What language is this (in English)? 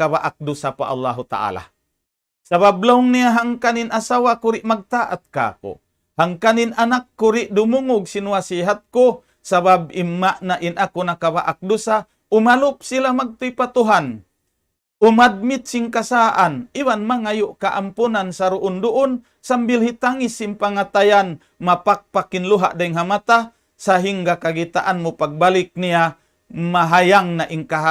Tausug